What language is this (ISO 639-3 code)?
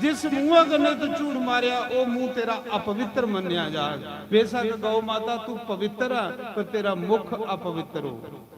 doi